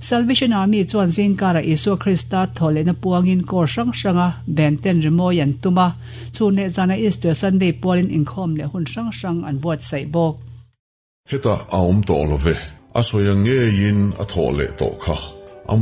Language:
Mizo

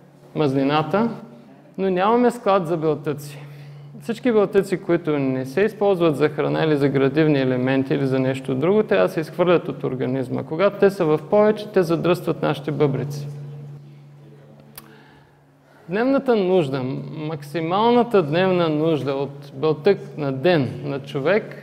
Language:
Bulgarian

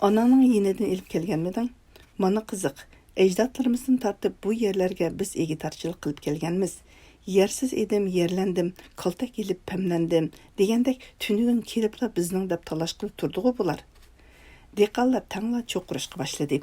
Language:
Uyghur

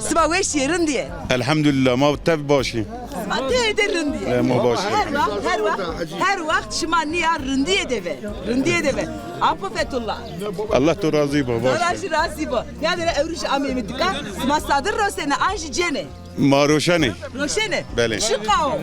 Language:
Zaza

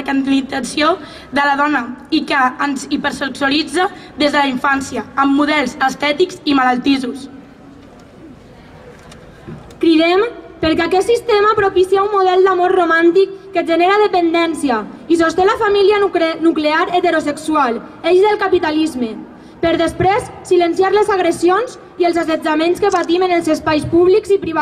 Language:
Catalan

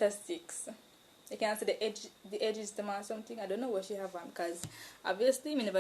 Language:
Jamaican Creole English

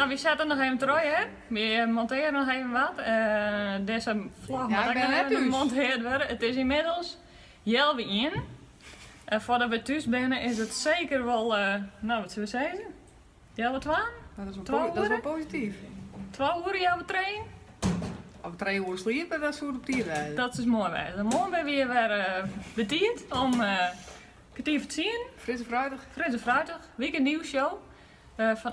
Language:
Western Frisian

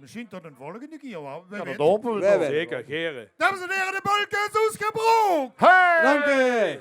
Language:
Limburgish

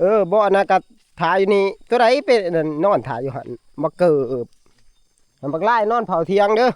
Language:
Northeastern Thai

